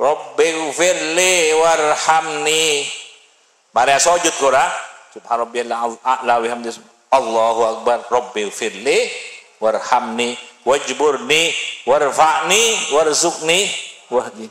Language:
Madurese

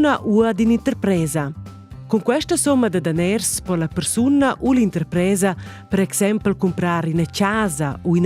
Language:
Romansh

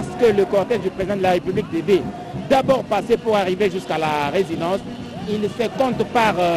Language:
French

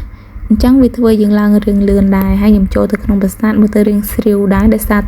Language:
Khmer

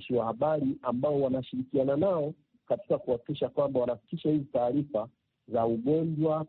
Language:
Swahili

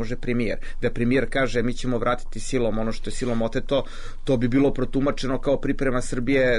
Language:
Serbian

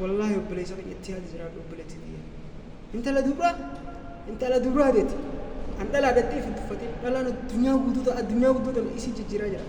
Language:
Oromo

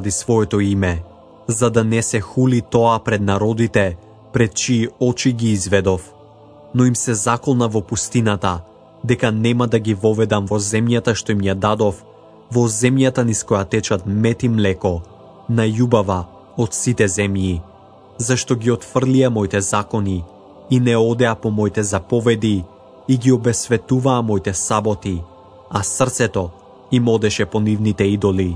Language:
Macedonian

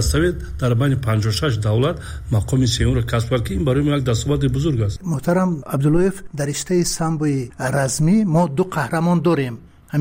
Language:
Tajik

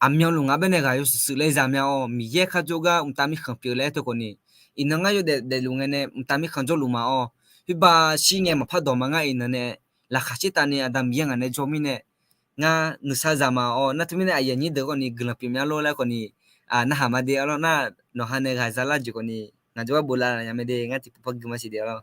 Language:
Akha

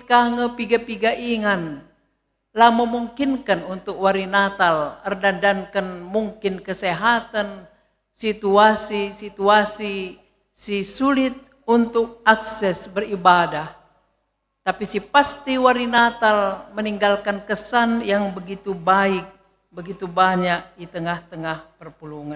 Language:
Batak Karo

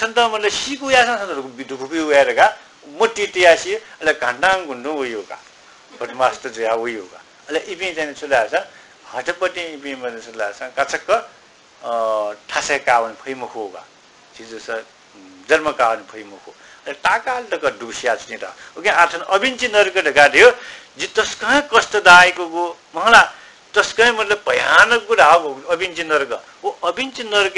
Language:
Newari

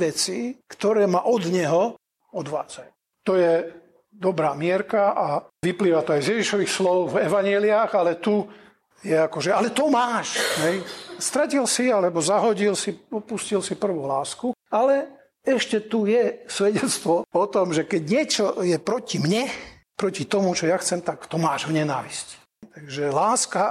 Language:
Slovak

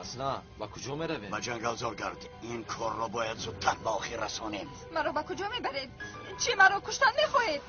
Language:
Tajik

